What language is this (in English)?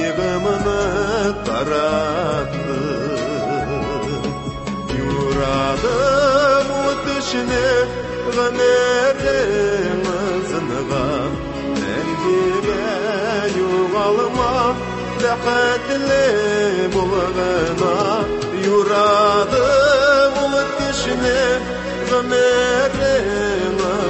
Tatar